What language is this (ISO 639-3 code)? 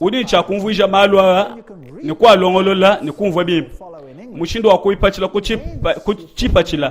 lua